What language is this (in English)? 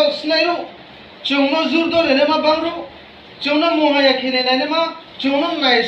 Riang (India)